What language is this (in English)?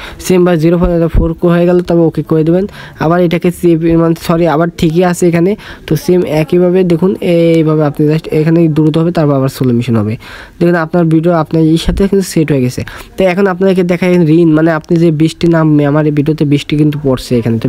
Bangla